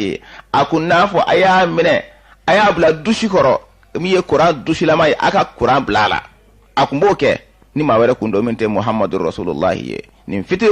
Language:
Bambara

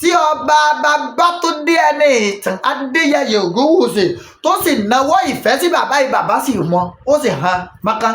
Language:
Yoruba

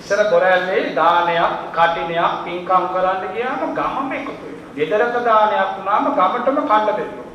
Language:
Sinhala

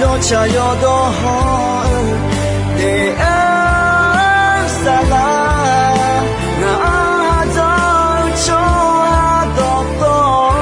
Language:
Akha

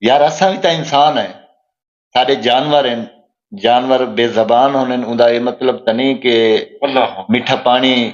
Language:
Saraiki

